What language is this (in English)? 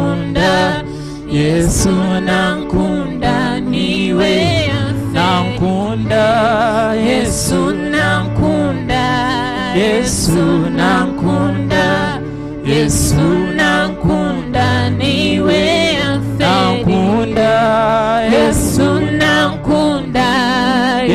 Nyankole